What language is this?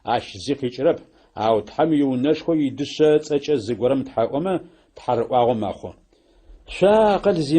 Adyghe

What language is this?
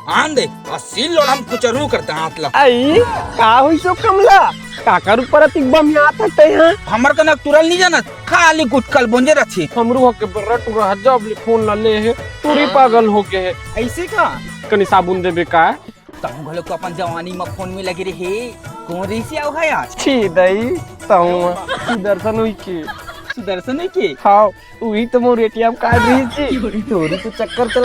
Chhattisgarhi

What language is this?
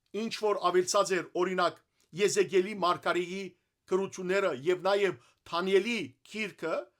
Western Armenian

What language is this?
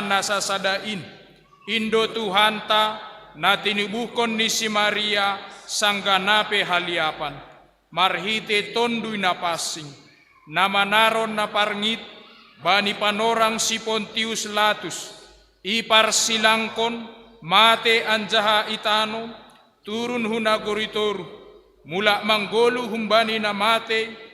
Batak Simalungun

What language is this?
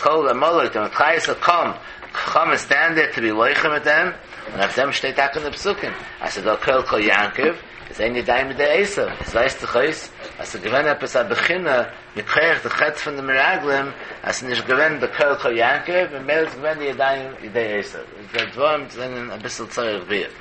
Yiddish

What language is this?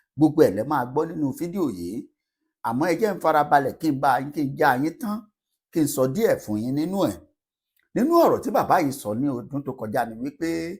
Yoruba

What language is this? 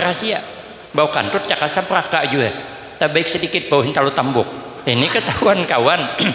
Banjar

